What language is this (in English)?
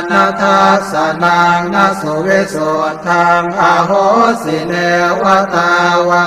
Pali